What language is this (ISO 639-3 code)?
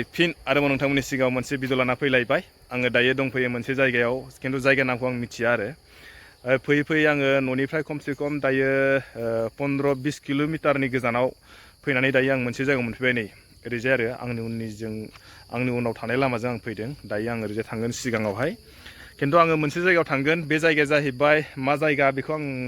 brx